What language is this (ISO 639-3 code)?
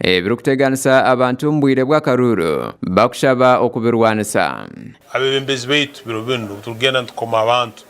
nyn